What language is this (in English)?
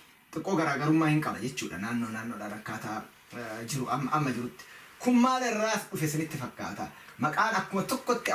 Oromo